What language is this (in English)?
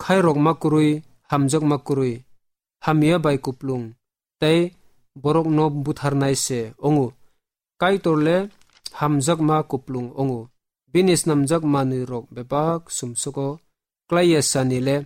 Kok Borok